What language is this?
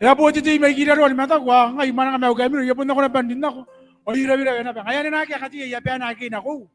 Gilbertese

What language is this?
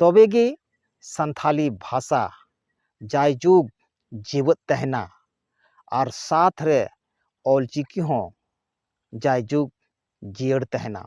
Santali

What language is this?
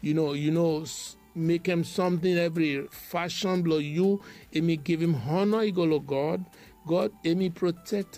Bislama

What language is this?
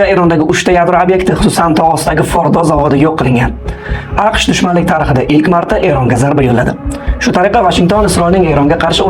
Uzbek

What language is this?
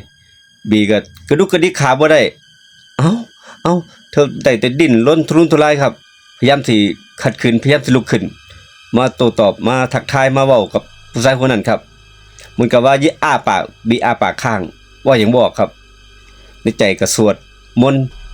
Northeastern Thai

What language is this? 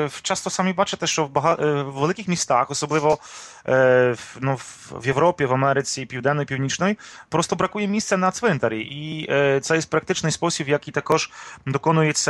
Ukrainian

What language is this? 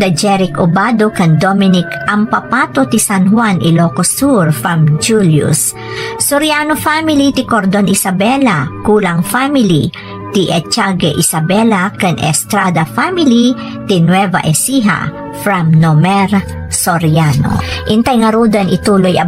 Iloko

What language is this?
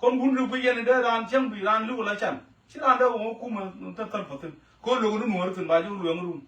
Nuer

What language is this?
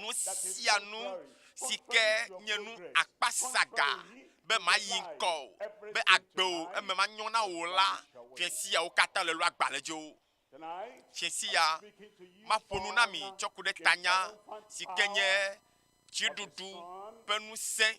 Ewe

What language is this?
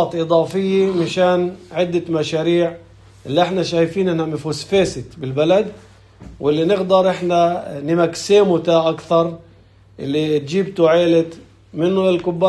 North Levantine Arabic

